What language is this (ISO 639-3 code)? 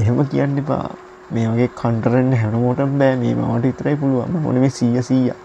sin